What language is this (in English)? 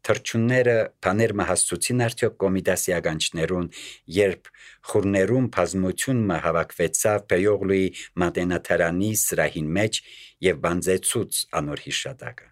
Armenian